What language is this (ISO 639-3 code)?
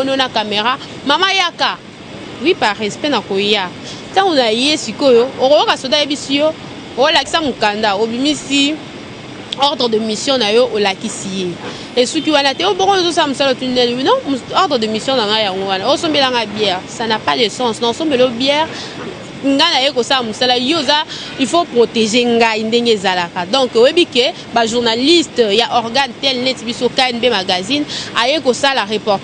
lin